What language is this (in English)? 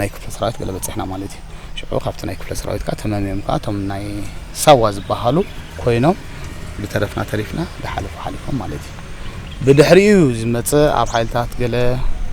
Tigrinya